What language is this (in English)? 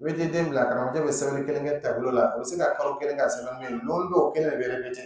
Dyula